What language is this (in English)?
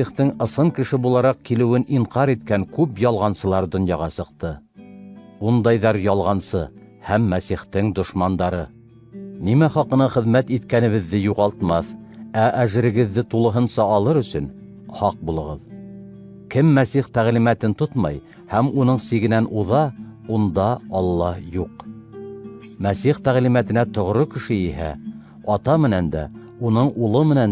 Bashkir